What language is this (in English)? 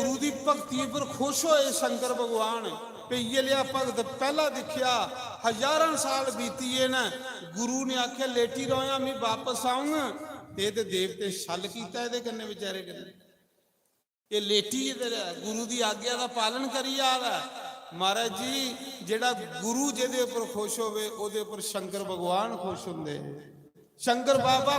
Dogri